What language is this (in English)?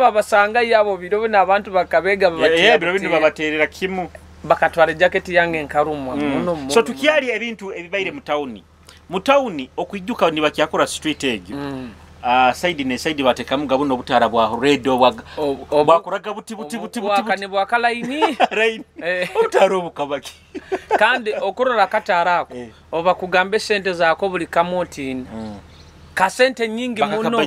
Nyoro